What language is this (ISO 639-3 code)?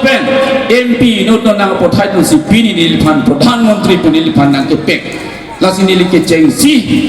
mjw